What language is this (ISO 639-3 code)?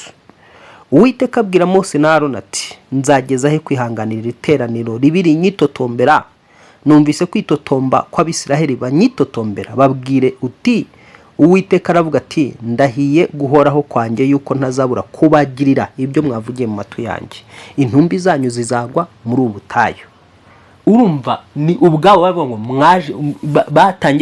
kin